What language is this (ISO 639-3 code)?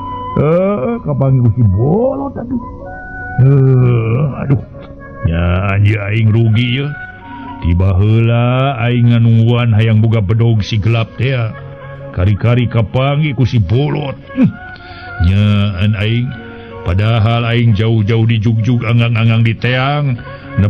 sun